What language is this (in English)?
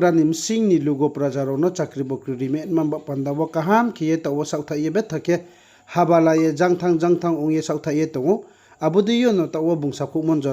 Riang (India)